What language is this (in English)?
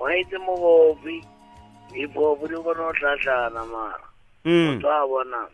Northern Sotho